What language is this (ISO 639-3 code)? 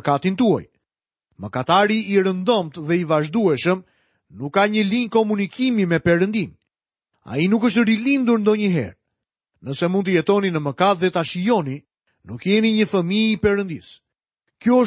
sqi